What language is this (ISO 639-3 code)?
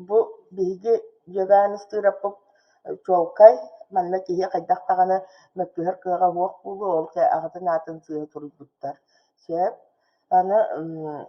sah